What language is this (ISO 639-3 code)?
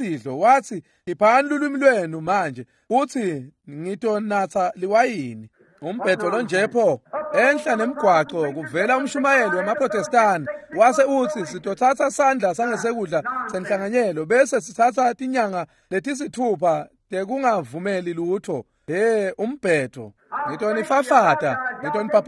ssw